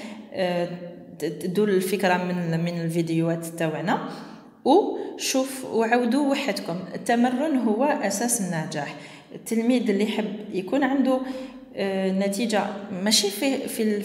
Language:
Algerian Arabic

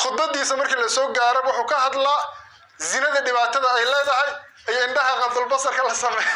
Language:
Somali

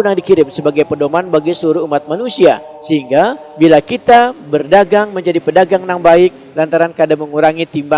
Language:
Banjar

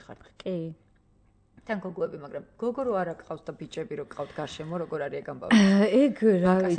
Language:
Georgian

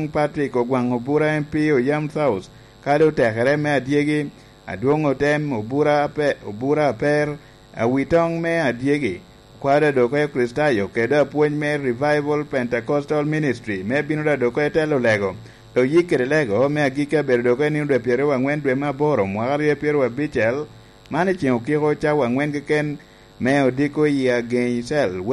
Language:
Lango (Uganda)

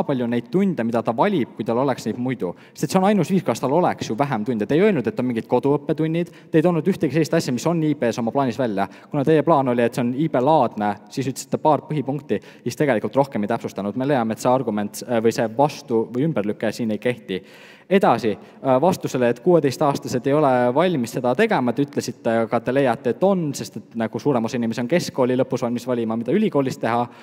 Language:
Estonian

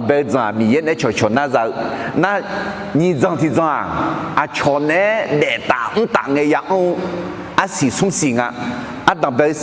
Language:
Akha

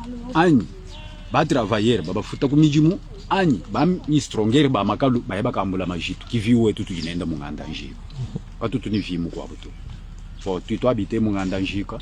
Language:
Luba-Lulua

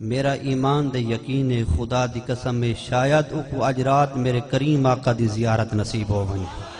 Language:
Saraiki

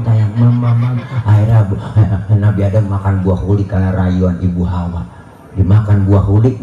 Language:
Betawi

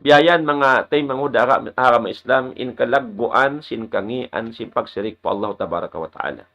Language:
Tausug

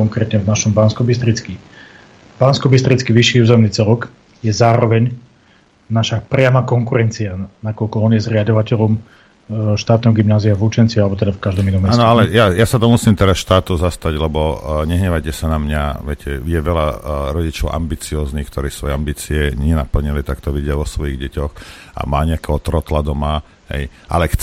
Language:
Slovak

